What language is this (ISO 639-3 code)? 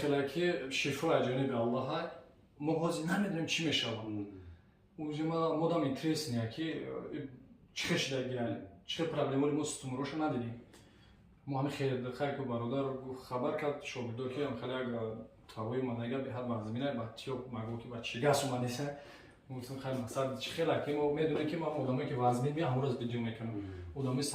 tgk